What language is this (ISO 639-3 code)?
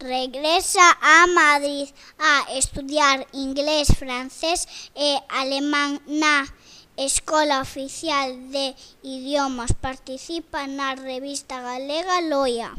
glg